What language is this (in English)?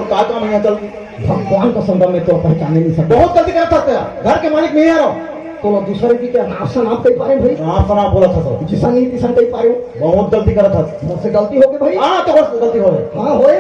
Chhattisgarhi